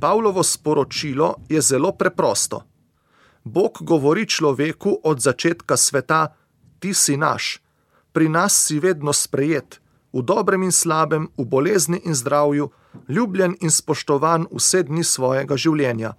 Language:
Slovenian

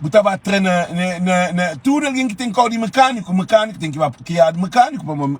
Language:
Kabuverdianu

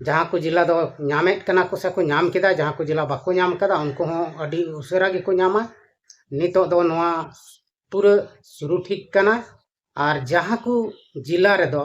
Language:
Santali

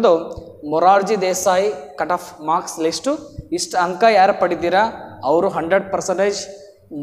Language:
Kannada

